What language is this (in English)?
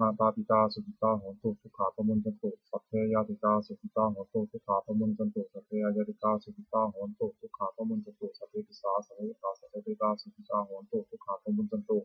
Pali